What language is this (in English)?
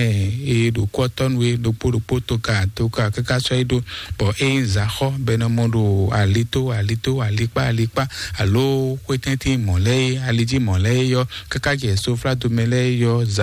Fon